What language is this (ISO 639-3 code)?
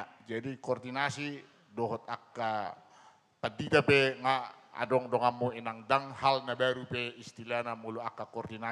bbc